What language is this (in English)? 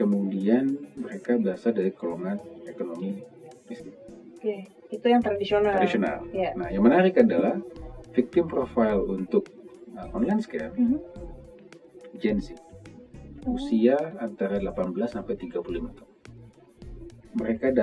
Indonesian